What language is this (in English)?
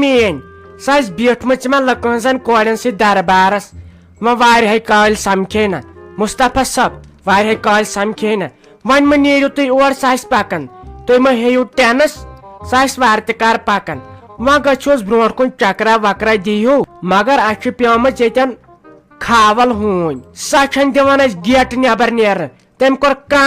Kashmiri